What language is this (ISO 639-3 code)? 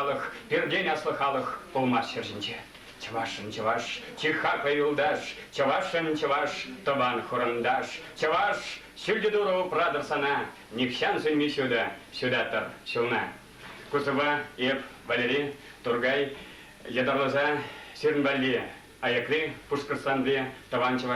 chv